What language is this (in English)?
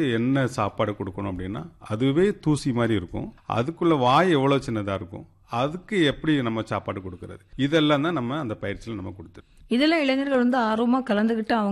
Tamil